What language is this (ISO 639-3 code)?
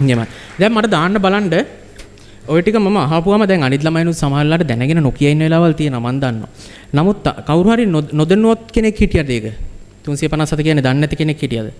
sin